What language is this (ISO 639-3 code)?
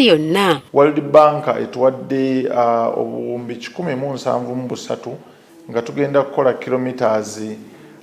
lug